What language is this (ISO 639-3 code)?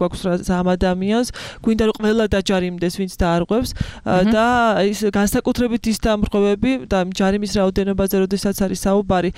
kat